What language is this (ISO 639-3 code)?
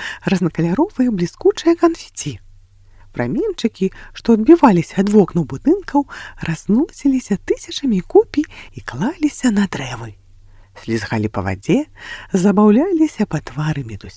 bel